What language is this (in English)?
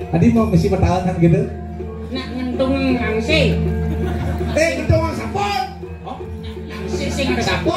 Balinese